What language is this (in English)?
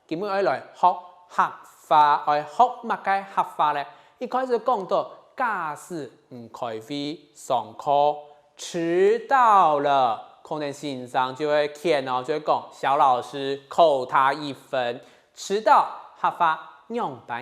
Hakka Chinese